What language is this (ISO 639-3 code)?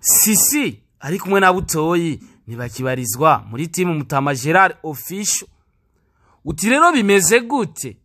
run